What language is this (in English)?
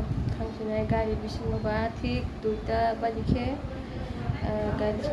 Kok Borok